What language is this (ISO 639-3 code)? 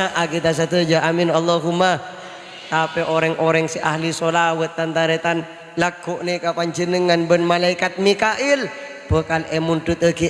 mad